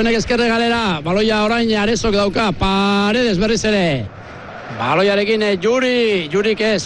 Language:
Basque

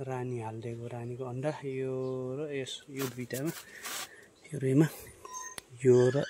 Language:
Nepali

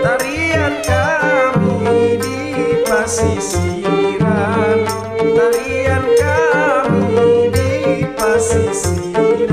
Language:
Banjar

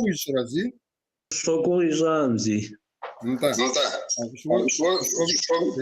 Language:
Kabardian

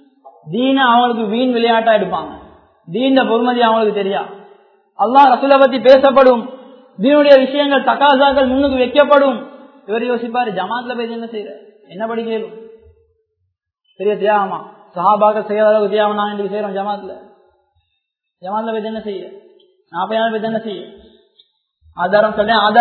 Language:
Tamil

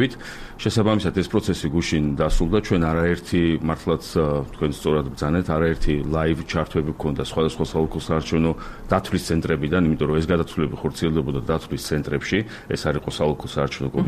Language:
Georgian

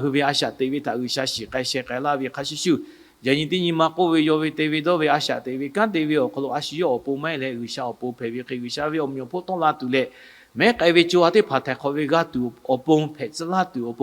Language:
Lahu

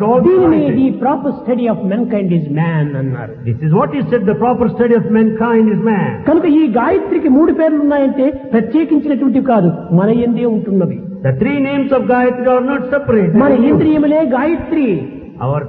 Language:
Telugu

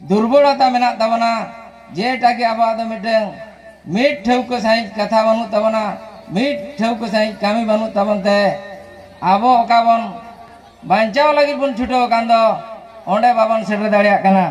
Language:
Santali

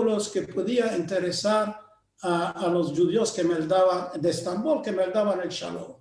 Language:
Ladino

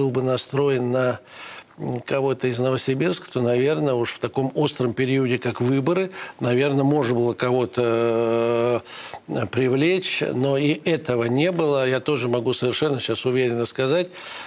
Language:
Russian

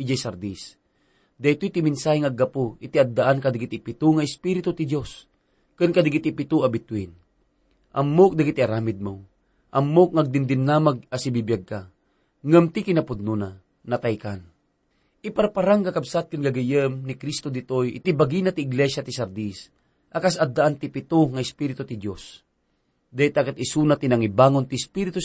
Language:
Iloko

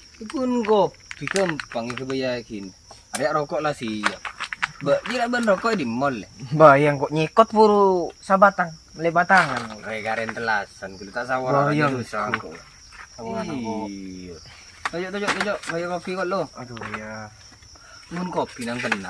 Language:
Madurese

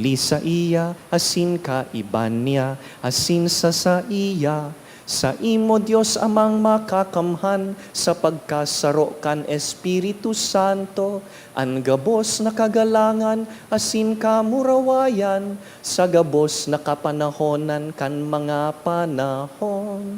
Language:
Bikol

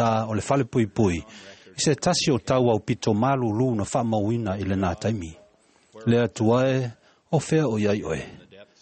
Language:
Samoan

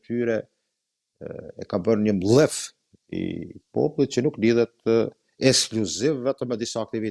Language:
Albanian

